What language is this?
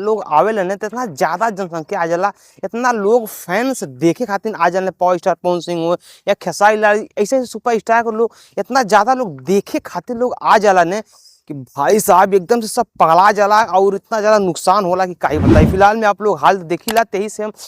Bhojpuri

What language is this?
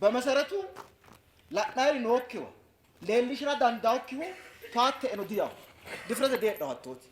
Sidamo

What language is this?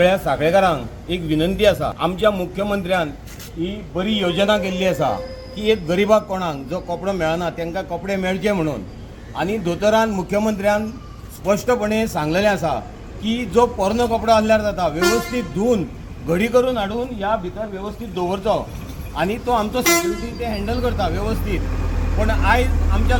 Konkani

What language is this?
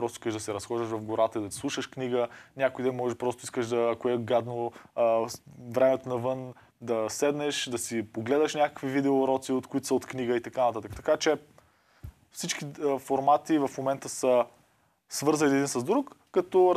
Bulgarian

